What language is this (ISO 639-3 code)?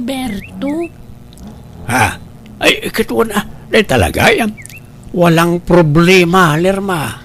ilo